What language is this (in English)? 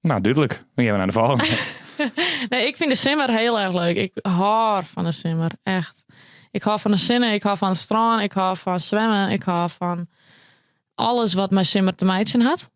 Western Frisian